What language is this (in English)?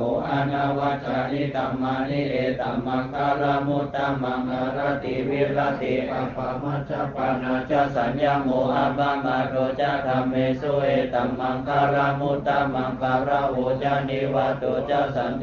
Pali